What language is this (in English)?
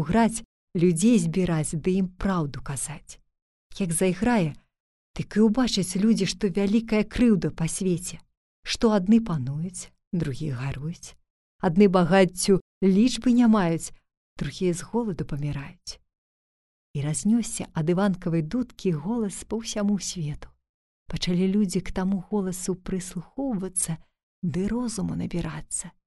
Belarusian